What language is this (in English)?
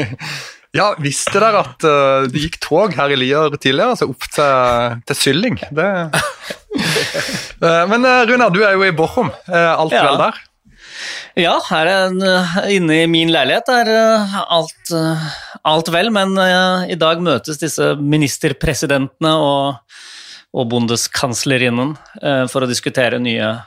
Norwegian